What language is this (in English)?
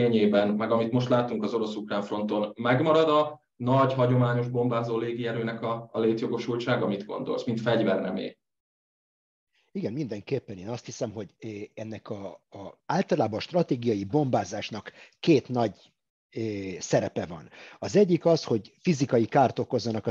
Hungarian